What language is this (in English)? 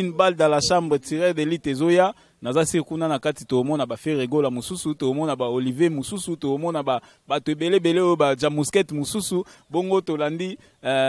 Lingala